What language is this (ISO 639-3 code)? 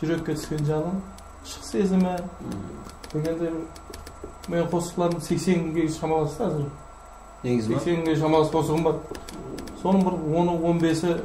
kaa